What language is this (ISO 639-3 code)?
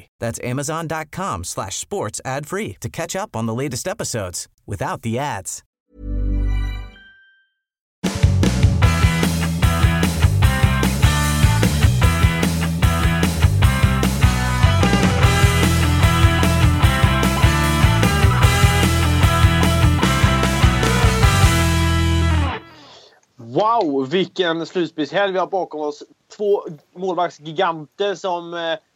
swe